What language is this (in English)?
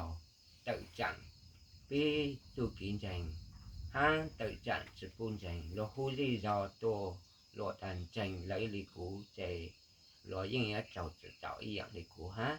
Hmong